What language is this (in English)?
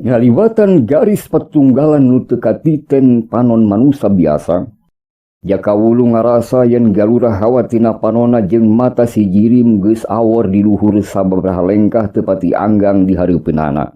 Sundanese